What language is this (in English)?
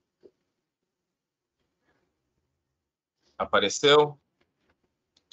Portuguese